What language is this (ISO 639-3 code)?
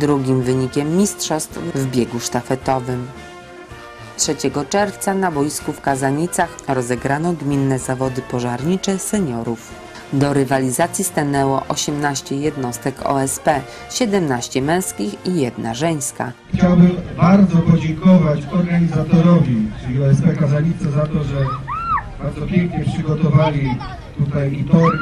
pol